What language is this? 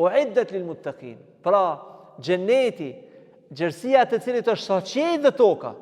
Albanian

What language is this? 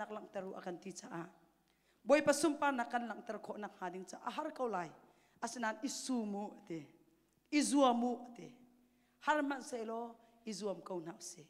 Hakha Chin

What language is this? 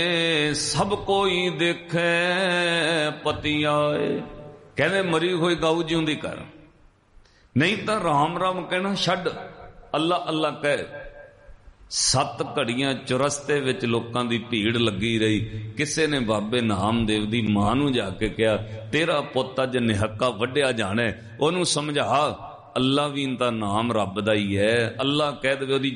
Punjabi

